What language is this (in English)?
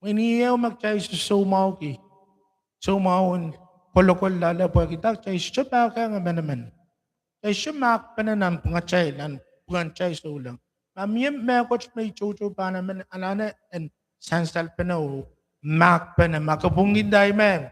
Pohnpeian